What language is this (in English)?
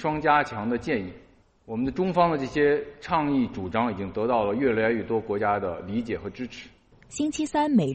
Chinese